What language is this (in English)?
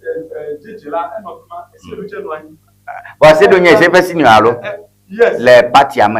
Ewe